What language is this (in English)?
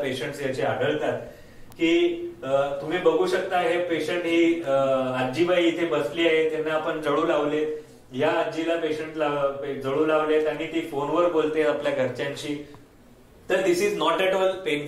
Marathi